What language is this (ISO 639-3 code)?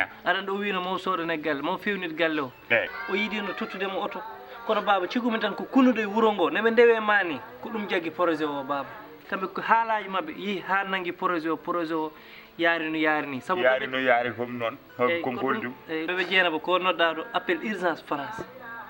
ful